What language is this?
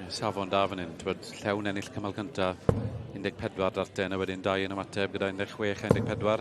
Welsh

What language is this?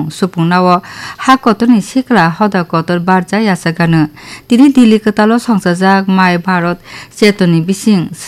Kok Borok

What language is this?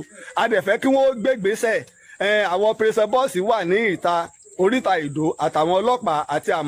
Yoruba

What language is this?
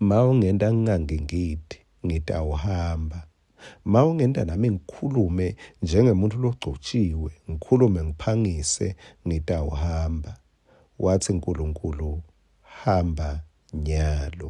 Swati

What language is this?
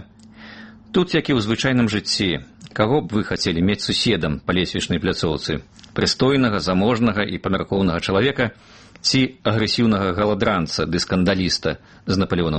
Belarusian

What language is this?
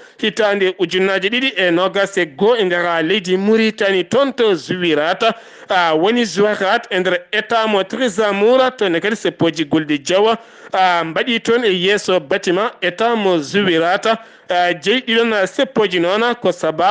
Fula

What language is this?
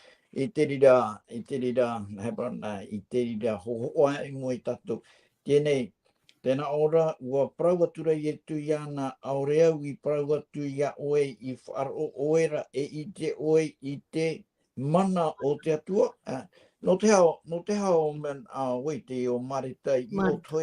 Tahitian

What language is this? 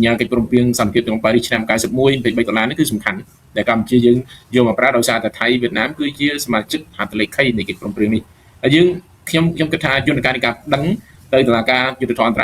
Khmer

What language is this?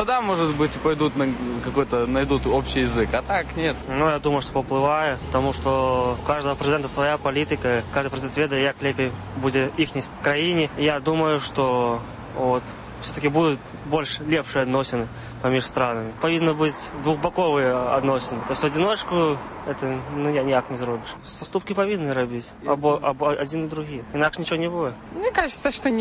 Belarusian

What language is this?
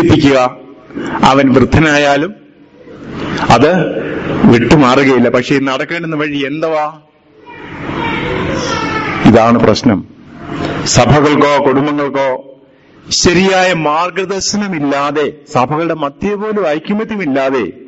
Malayalam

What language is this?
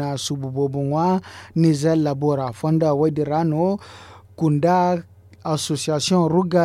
Zarma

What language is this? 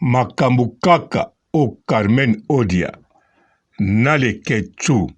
Lingala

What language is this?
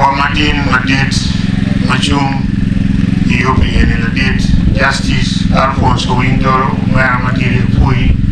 Acoli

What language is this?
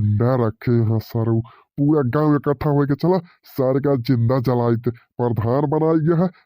Bhojpuri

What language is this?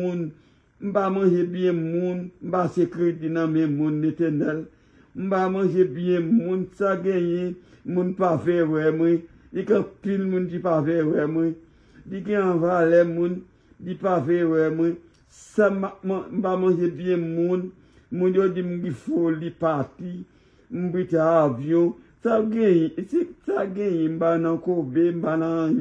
Haitian Creole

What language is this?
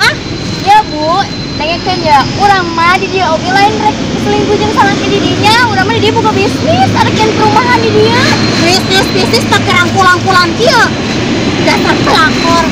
Sundanese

